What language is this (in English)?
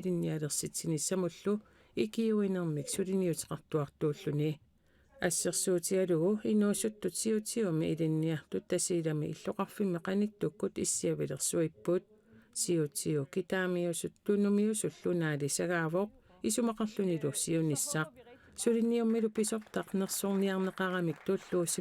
Kalaallisut